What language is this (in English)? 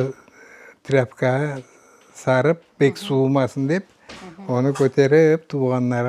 Crimean Tatar